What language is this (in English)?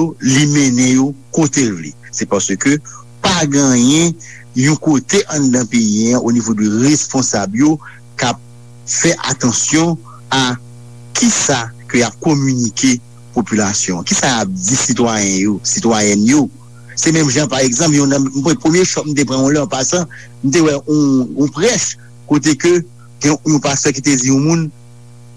Haitian Creole